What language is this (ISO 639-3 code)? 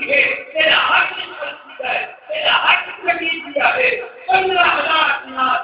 skr